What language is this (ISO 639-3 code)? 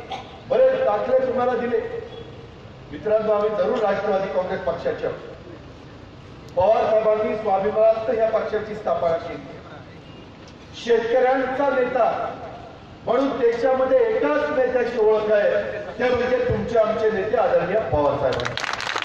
mar